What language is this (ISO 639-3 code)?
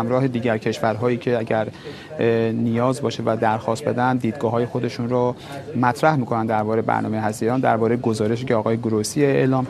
fas